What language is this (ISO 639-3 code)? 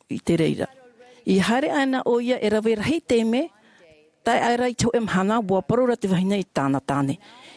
tah